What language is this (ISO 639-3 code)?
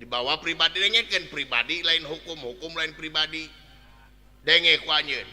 sun